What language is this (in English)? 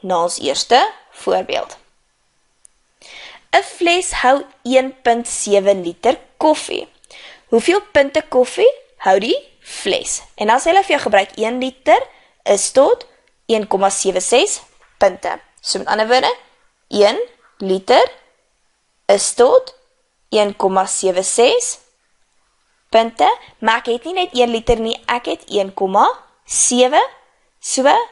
Afrikaans